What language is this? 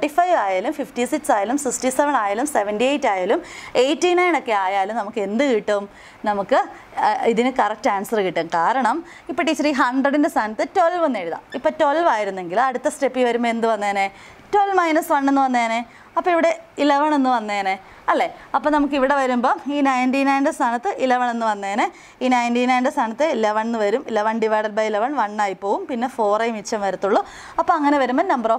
Malayalam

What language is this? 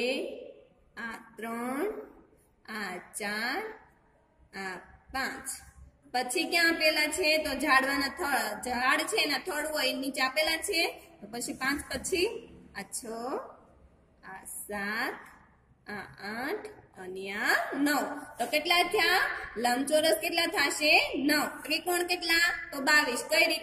Gujarati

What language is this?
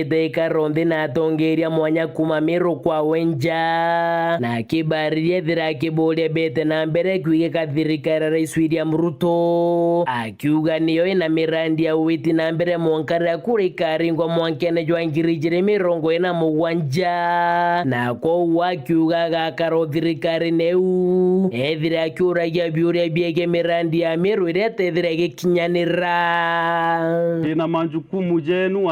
Meru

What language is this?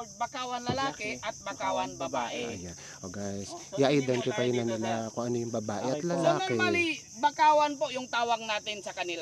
Filipino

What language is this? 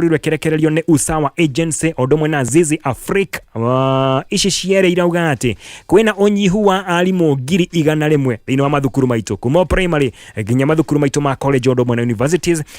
Kikuyu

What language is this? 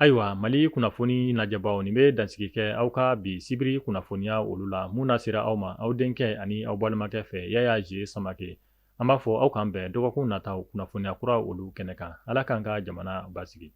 Bambara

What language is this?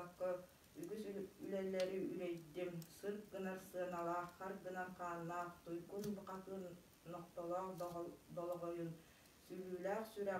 Yakut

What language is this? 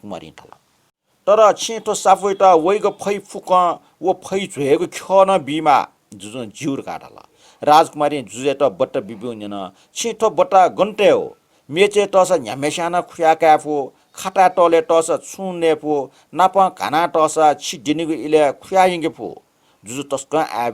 Newari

